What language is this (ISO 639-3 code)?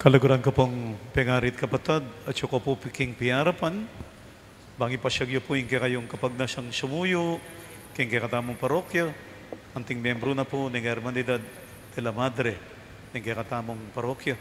pam